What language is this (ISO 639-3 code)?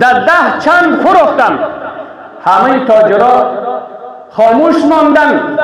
fas